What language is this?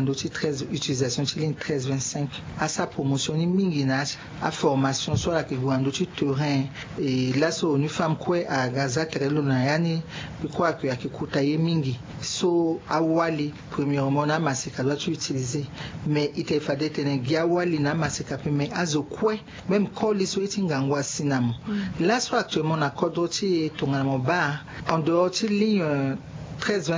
Sango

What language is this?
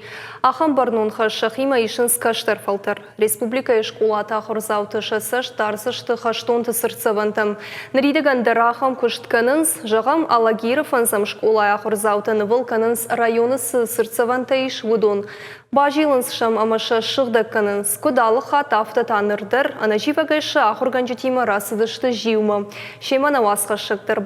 Ossetic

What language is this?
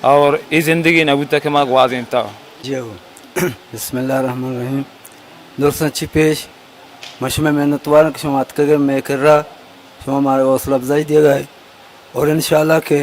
Baluchi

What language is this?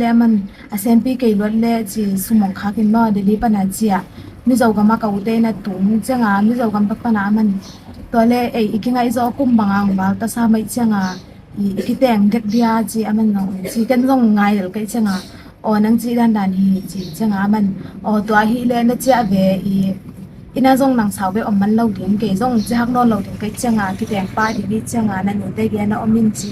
Tedim Chin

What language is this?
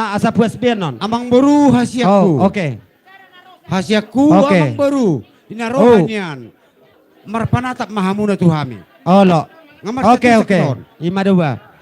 Batak Toba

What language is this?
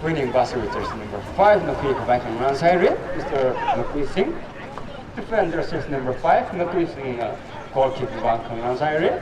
Tangkhul Naga (India)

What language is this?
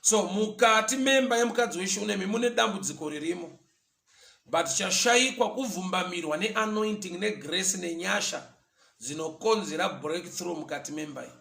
Shona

